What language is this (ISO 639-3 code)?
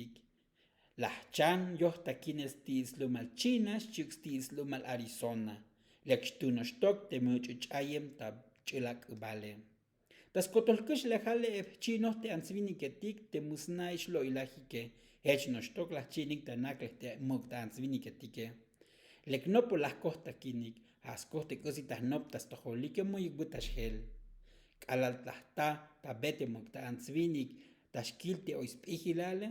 tzo